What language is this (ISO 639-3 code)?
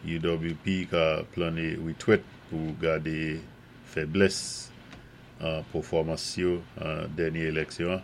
acf